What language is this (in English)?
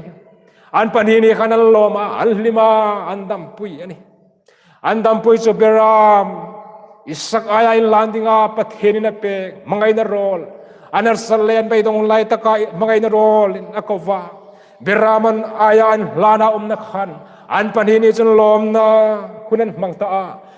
Hmar